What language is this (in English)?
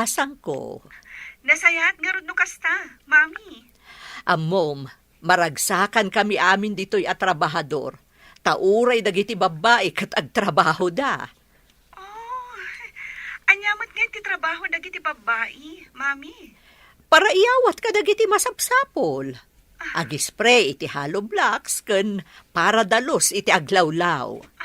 Iloko